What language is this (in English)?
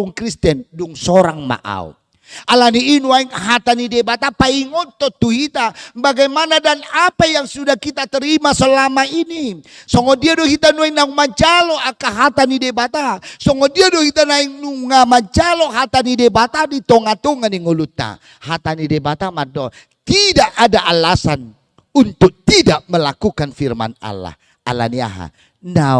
Batak Toba